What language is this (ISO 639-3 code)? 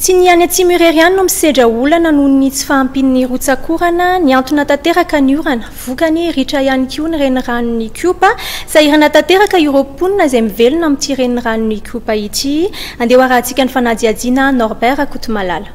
mlg